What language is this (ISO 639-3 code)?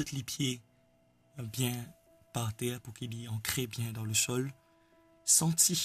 mfe